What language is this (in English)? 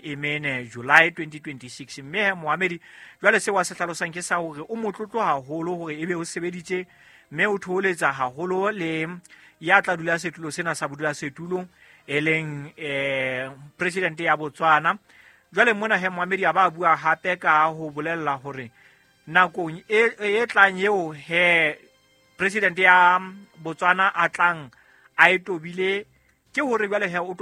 Southern Sotho